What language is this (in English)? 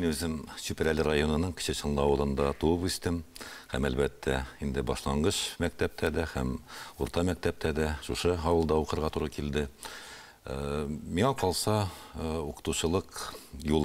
Tatar